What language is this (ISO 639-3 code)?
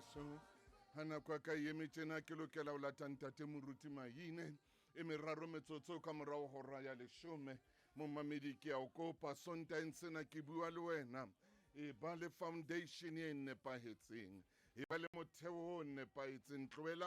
sot